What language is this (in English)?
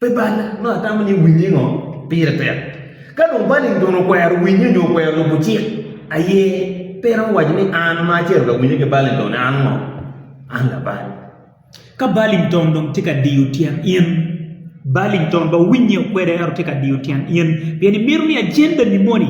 Acoli